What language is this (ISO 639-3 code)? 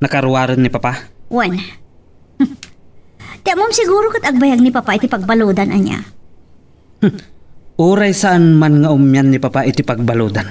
ilo